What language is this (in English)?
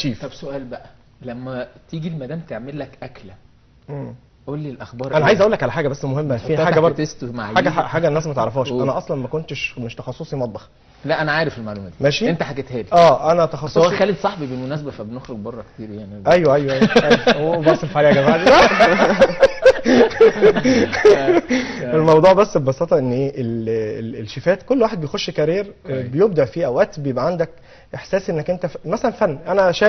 Egyptian Arabic